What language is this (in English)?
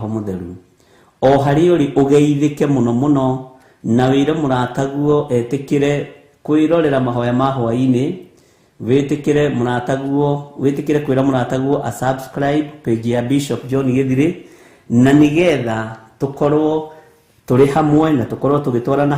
Kikuyu